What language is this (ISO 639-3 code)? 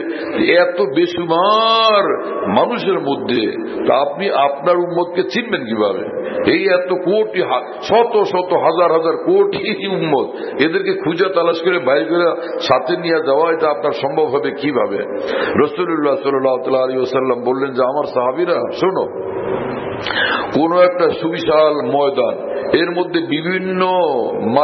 ben